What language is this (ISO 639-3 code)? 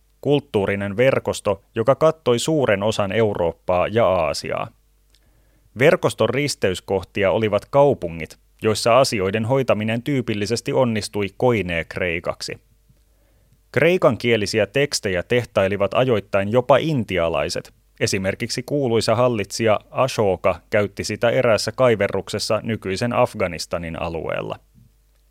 fin